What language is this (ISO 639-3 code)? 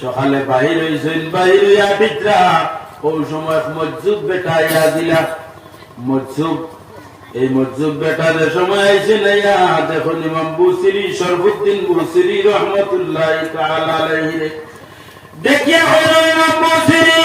syl